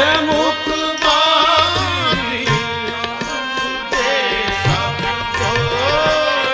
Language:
Bhojpuri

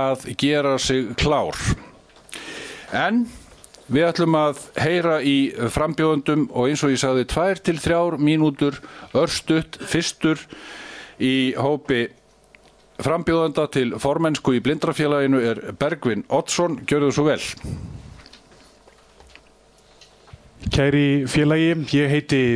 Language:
Icelandic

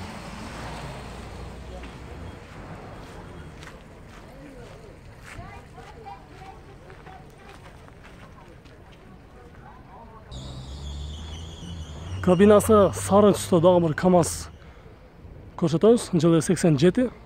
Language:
Kyrgyz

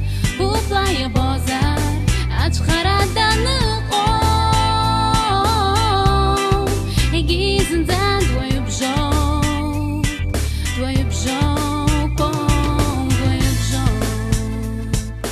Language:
Abkhazian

